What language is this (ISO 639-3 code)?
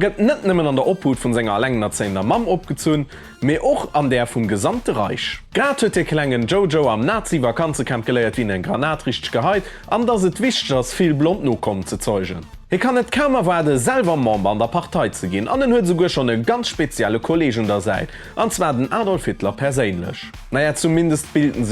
ltz